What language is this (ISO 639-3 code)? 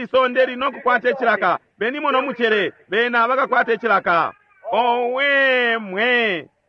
bem